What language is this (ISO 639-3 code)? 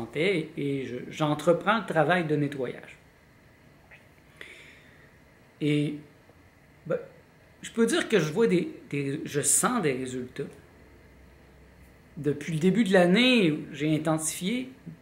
fra